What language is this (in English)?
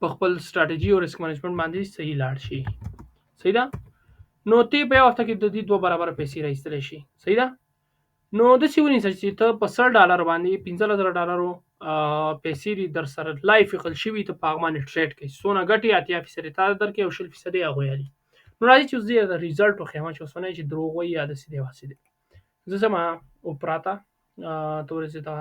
Pashto